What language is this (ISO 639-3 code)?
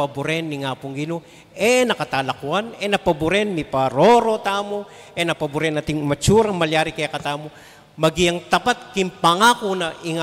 pam